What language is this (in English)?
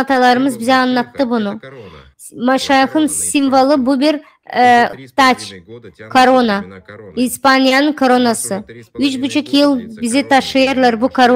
Gagauz